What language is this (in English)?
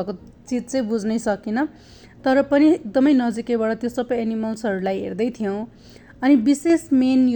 Nepali